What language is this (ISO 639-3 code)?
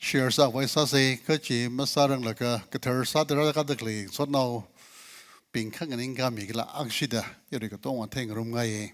nmf